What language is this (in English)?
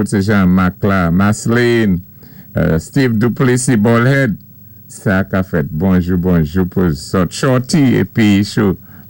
Saint Lucian Creole French